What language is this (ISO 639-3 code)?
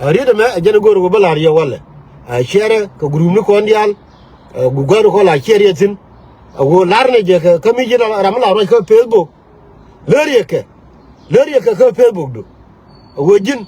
nus